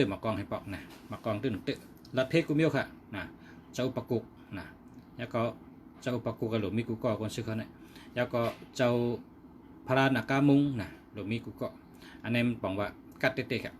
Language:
Shan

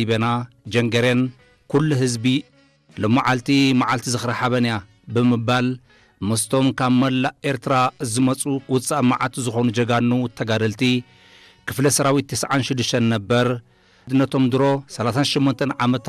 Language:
Tigrinya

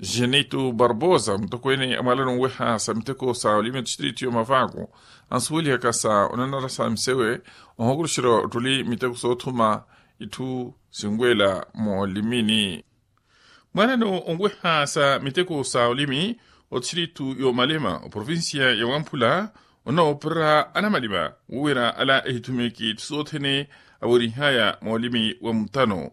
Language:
Makhuwa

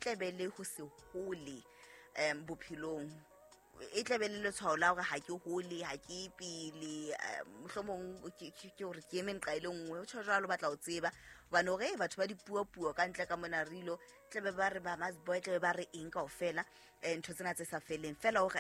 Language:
Southern Sotho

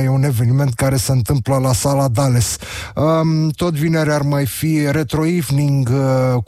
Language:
Romanian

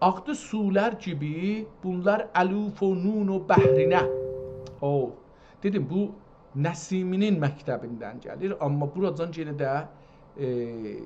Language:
South Azerbaijani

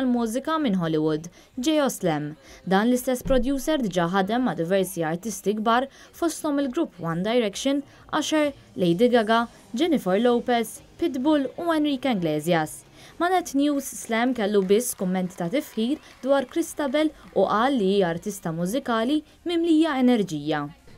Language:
Maltese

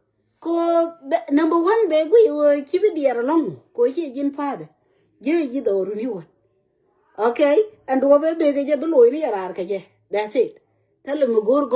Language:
Nuer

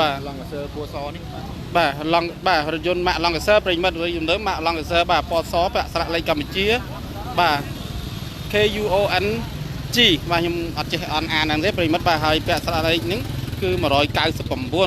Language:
Khmer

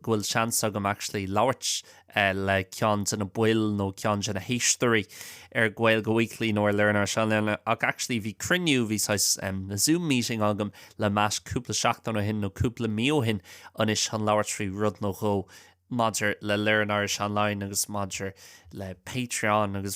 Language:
Irish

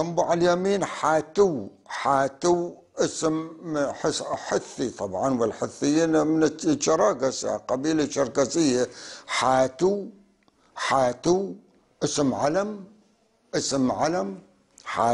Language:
North Levantine Arabic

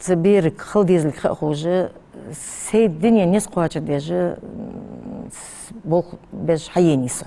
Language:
Ingush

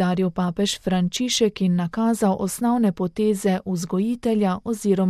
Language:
Slovenian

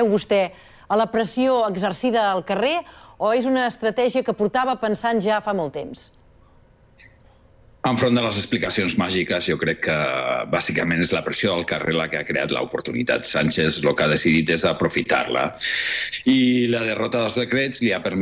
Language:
Catalan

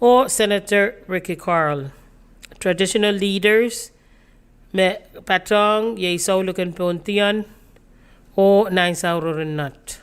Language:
Pohnpeian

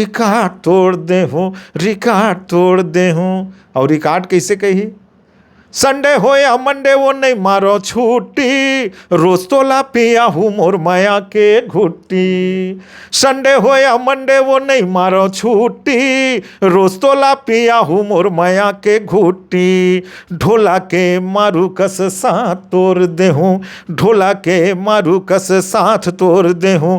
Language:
Chhattisgarhi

